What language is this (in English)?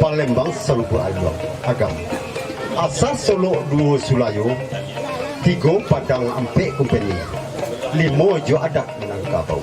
Minangkabau